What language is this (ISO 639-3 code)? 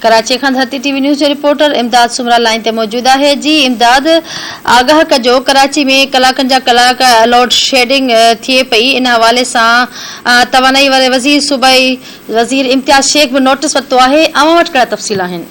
snd